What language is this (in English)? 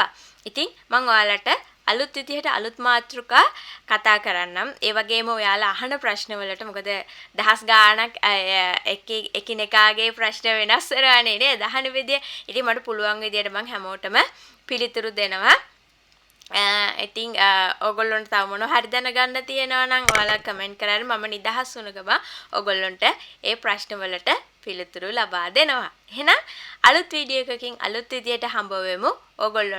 Sinhala